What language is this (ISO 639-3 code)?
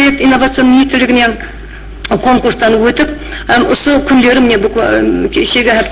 kaa